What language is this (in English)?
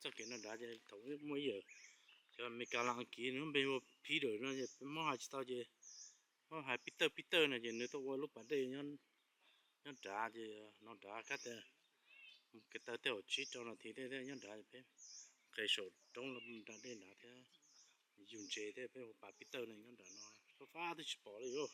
Hmong